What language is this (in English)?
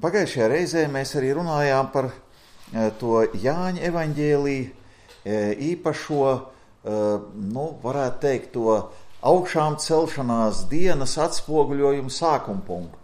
Latvian